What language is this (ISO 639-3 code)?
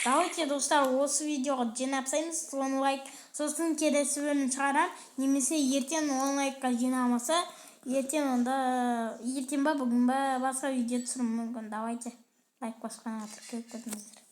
kaz